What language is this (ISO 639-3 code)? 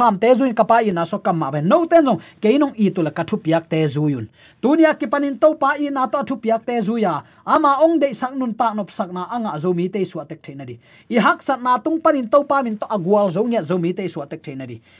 ctd